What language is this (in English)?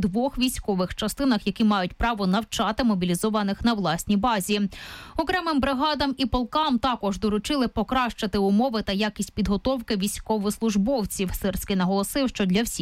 Ukrainian